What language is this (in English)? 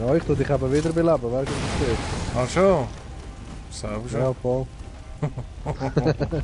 Swiss German